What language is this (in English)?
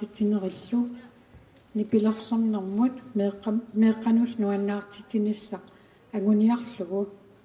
Kalaallisut